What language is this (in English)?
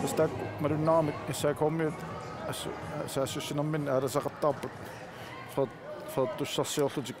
Kalaallisut